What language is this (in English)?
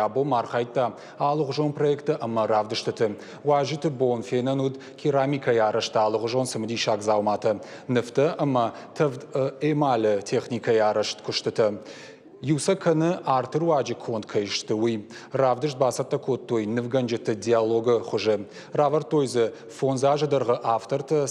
Ossetic